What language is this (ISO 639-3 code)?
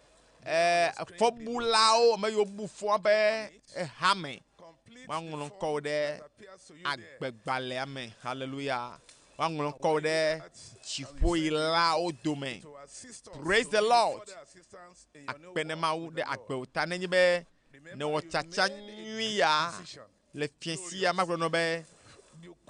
ewe